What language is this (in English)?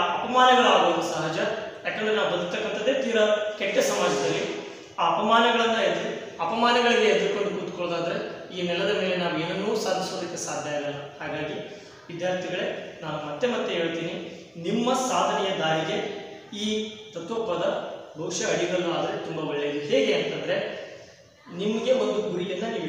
Kannada